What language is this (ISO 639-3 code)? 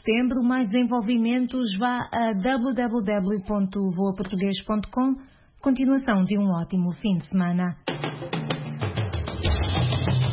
por